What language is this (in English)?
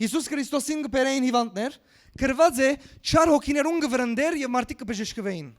Western Armenian